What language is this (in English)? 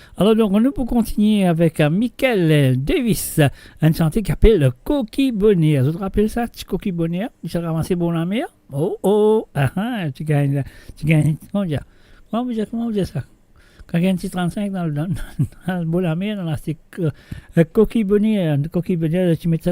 Morisyen